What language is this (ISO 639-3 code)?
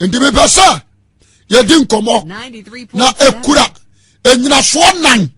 aka